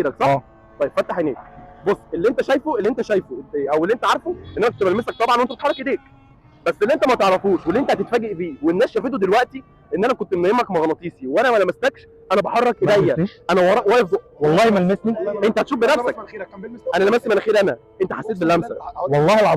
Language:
Egyptian Arabic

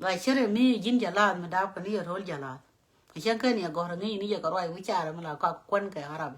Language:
Nuer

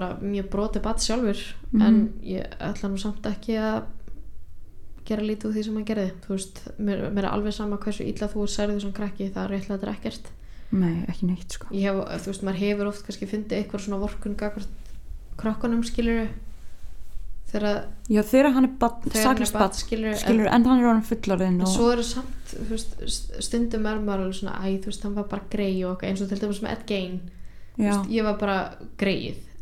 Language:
Icelandic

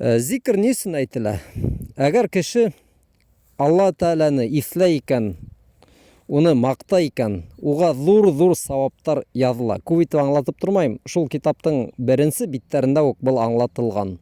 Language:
Bashkir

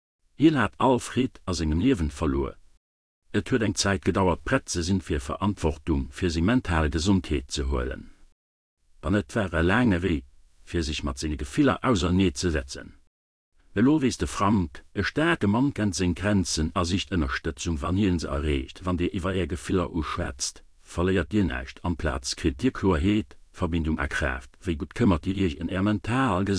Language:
Luxembourgish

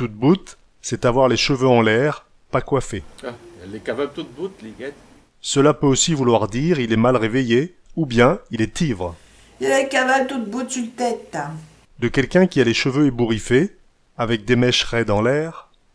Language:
Picard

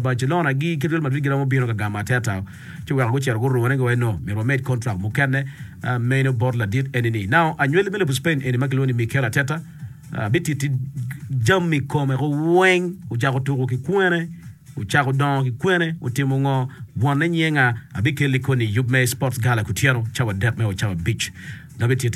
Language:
Acoli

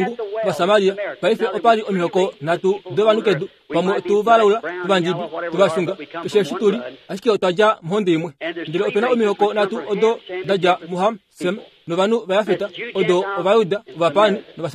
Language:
Kuanyama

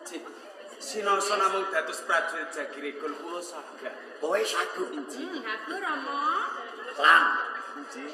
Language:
Javanese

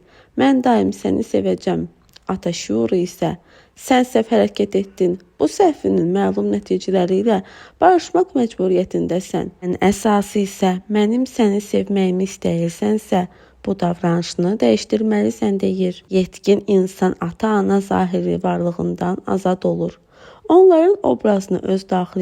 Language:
Azerbaijani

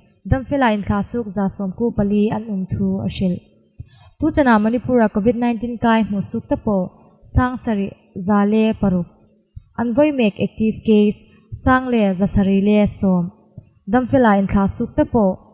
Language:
Hmar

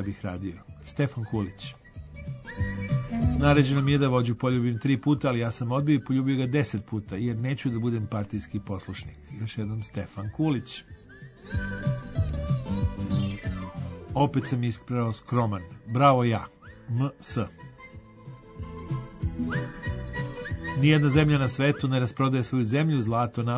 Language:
Serbian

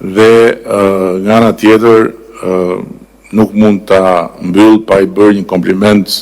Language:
Albanian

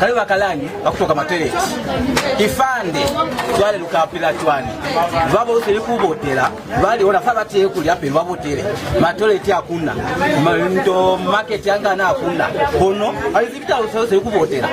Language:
Lozi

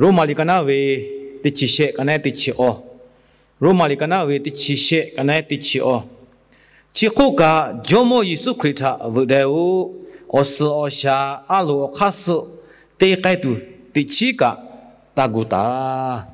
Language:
Lahu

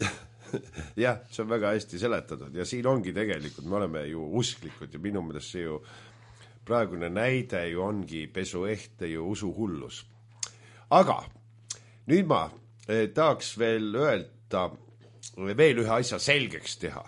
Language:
Estonian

